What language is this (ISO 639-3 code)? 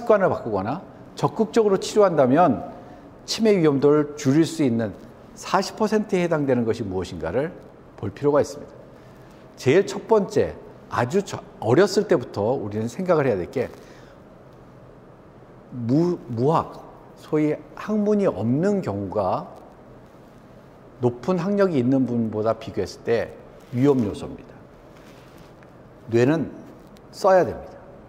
kor